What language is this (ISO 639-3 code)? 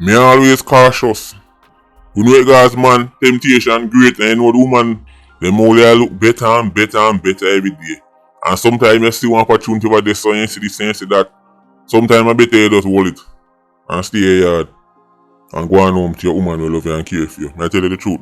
jam